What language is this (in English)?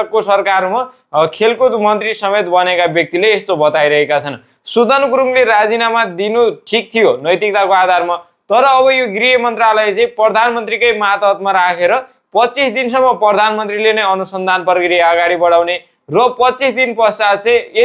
Nepali